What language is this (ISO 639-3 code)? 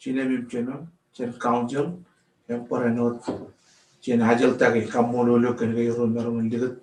mah